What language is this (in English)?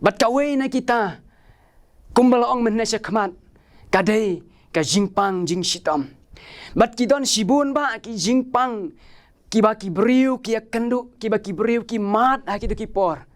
Khasi